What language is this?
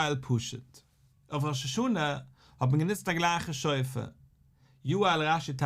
Yiddish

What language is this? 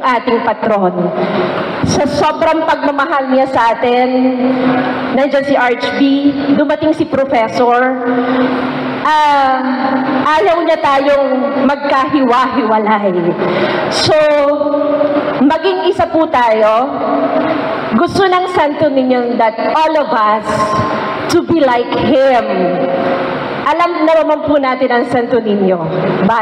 Filipino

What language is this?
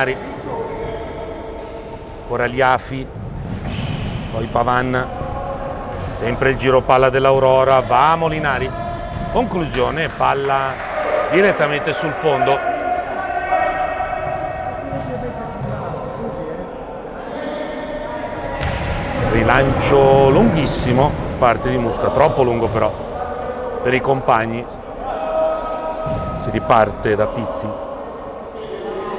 Italian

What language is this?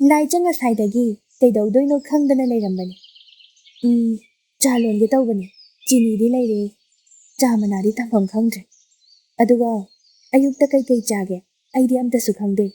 Manipuri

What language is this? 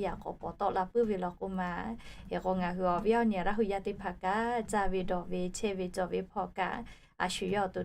Lahu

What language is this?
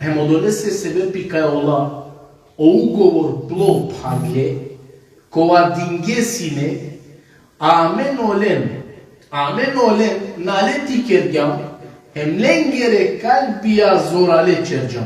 Balkan Romani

